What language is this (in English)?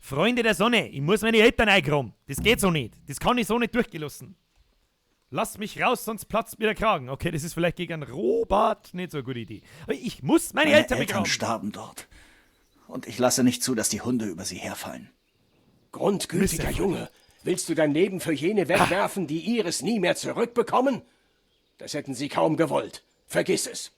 Bavarian